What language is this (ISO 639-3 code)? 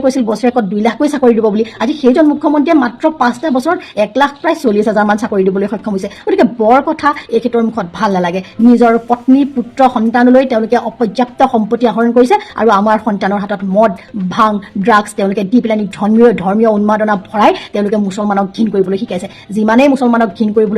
asm